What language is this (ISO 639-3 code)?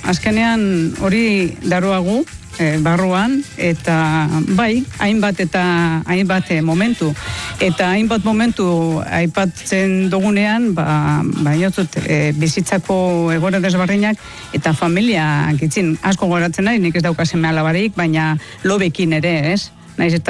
eus